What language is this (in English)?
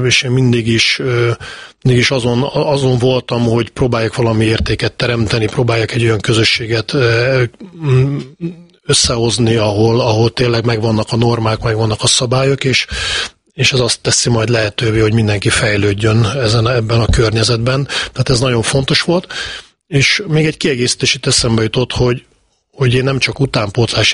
Hungarian